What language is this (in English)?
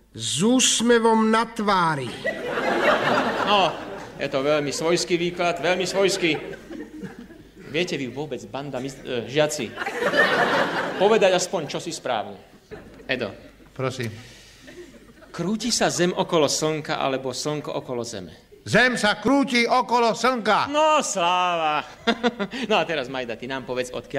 Slovak